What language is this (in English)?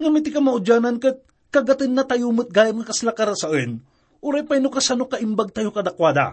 Iloko